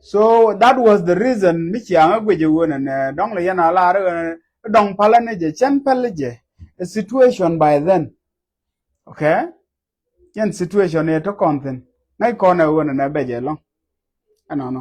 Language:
Nuer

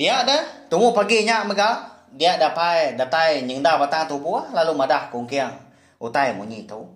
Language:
Iban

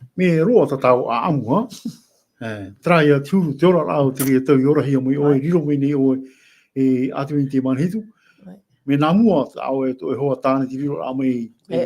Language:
Tahitian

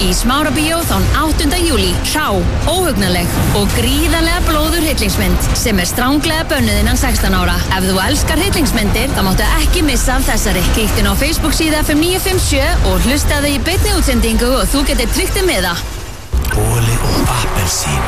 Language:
Icelandic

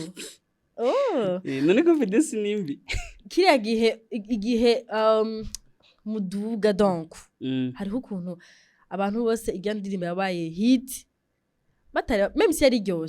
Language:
Rundi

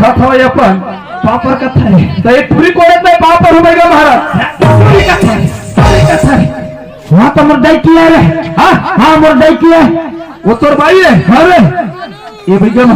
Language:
Chhattisgarhi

